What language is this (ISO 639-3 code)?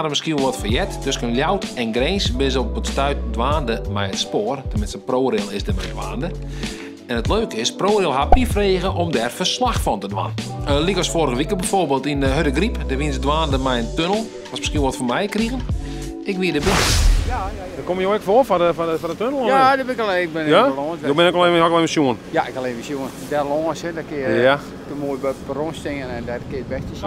fry